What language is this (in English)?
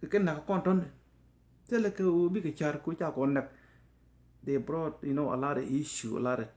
Nuer